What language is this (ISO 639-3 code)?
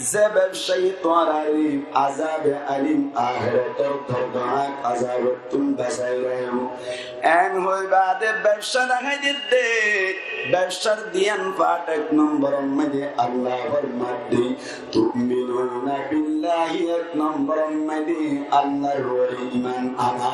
rhg